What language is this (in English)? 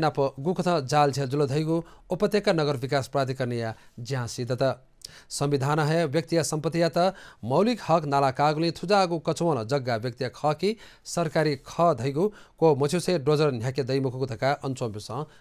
Newari